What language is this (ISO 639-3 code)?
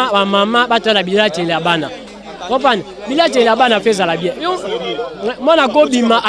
lin